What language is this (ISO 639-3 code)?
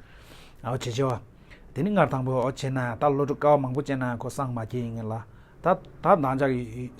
bod